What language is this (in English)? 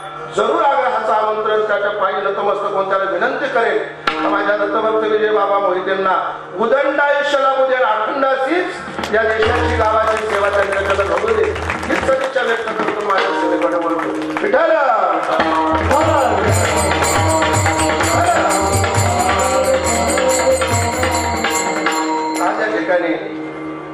Marathi